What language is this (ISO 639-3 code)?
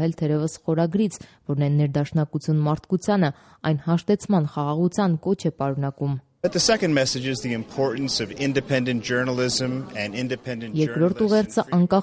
hye